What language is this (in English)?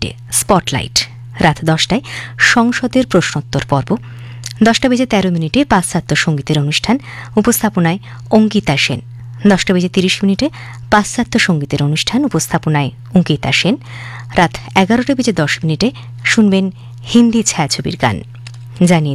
Bangla